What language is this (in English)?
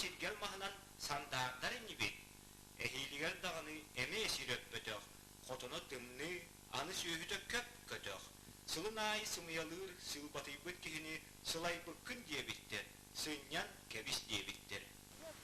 Yakut